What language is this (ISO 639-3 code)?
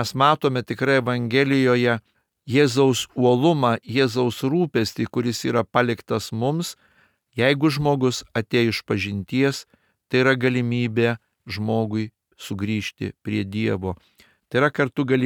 lit